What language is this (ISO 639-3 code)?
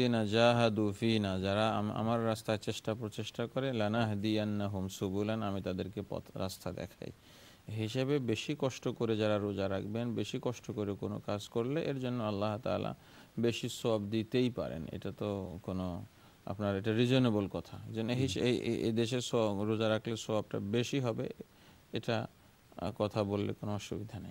ben